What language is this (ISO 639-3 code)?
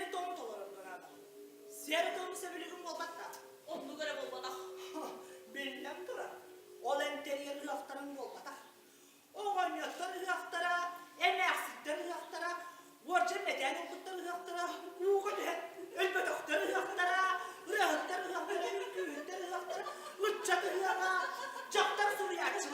sah